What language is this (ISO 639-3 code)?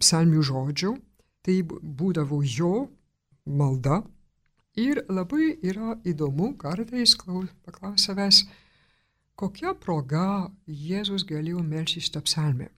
lit